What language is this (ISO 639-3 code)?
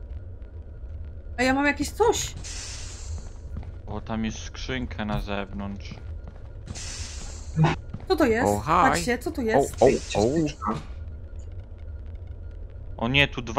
pol